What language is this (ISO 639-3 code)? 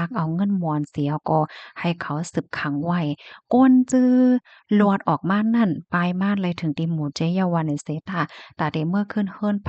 shn